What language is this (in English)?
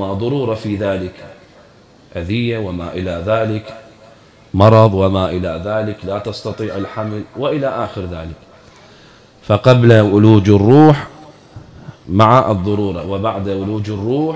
Arabic